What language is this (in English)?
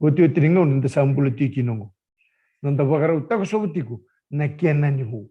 Fijian